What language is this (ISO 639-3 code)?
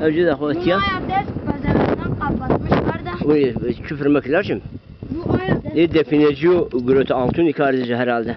zza